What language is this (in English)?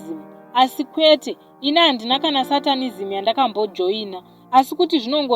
Shona